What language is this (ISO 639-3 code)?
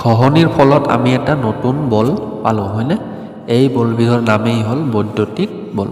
asm